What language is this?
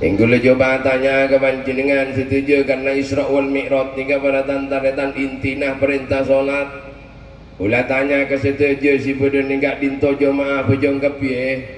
Madurese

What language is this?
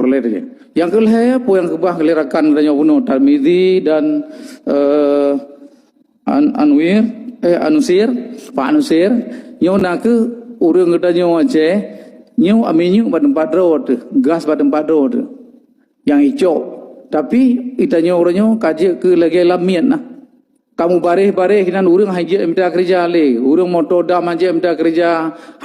Achinese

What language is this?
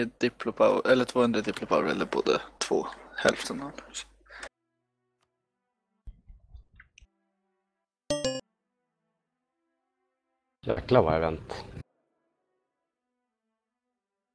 Swedish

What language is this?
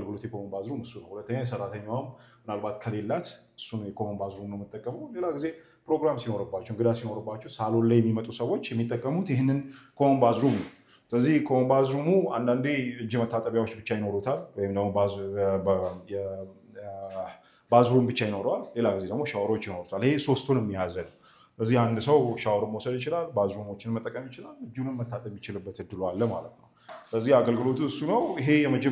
Amharic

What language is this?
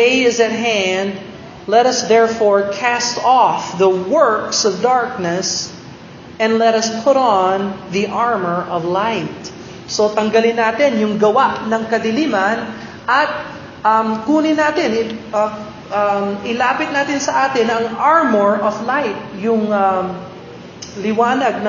Filipino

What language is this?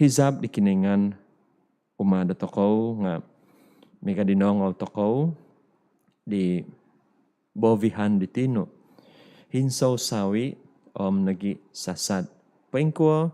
Central Dusun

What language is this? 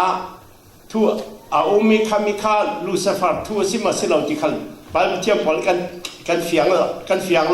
Falam Chin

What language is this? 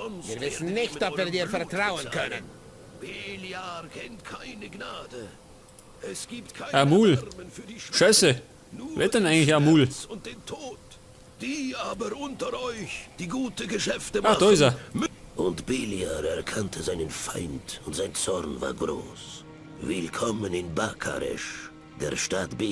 Bavarian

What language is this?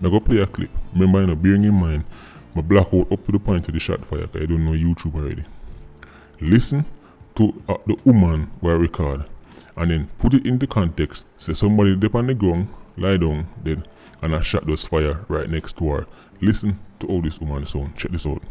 Jamaican Creole English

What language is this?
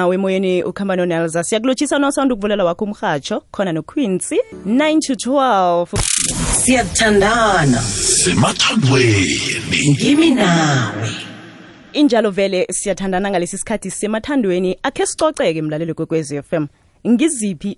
South Ndebele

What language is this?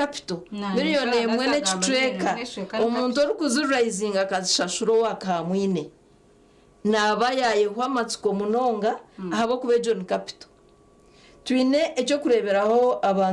Nyankole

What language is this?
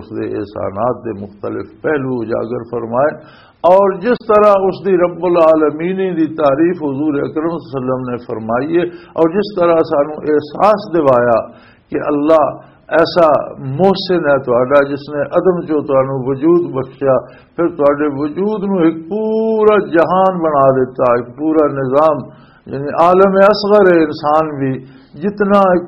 Western Panjabi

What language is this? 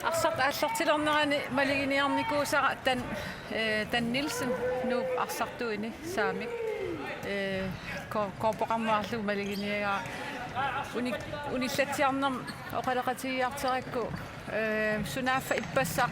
Kalaallisut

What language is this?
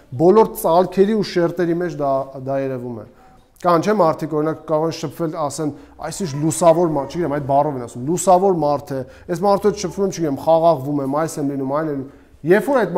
Armenian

